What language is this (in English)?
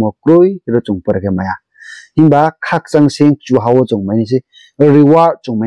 Riang (India)